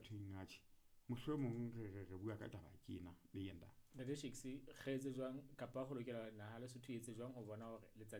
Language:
Southern Sotho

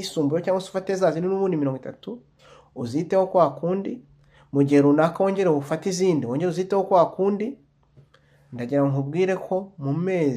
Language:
Kinyarwanda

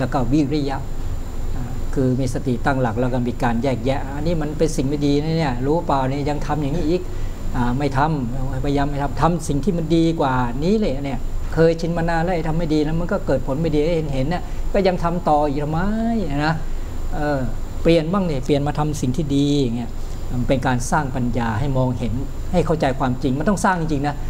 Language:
Thai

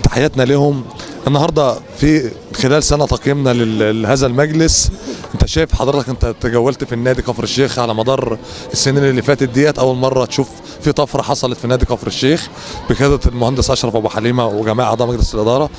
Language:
Egyptian Arabic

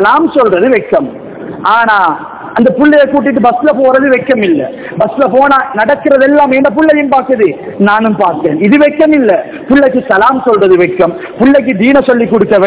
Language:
Tamil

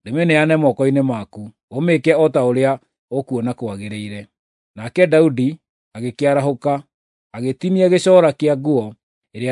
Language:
Kikuyu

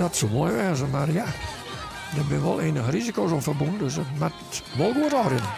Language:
Western Frisian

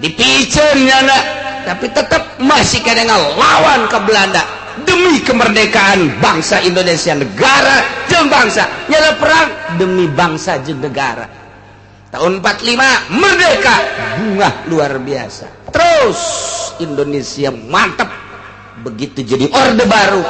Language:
Sundanese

